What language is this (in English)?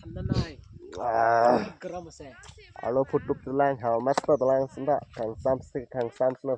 Karbi